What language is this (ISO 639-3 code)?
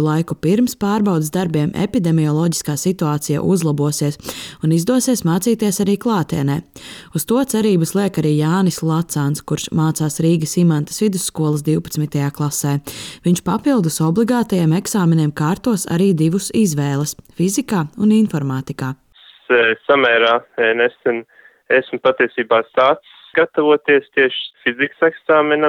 lav